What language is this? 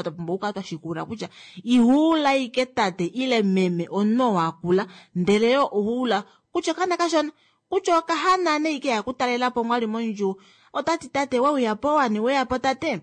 Kuanyama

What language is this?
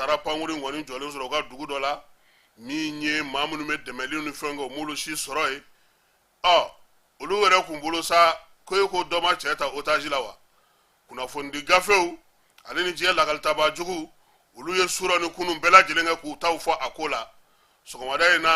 Bambara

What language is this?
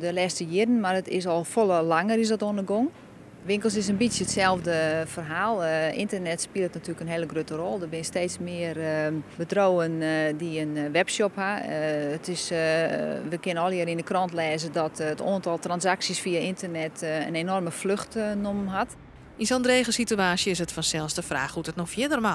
Western Frisian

